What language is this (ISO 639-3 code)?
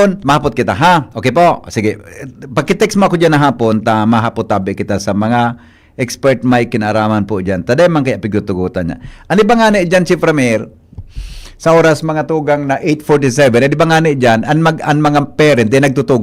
bik